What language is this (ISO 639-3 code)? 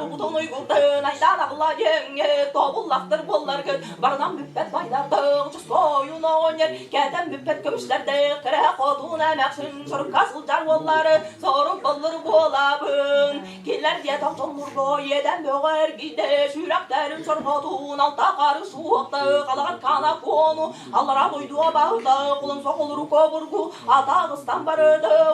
tyv